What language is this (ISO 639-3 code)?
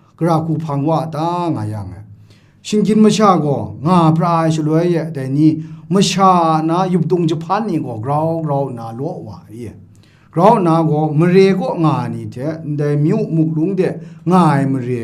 kac